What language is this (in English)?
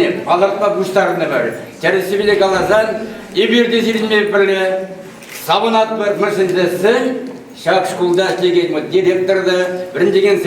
Chuvash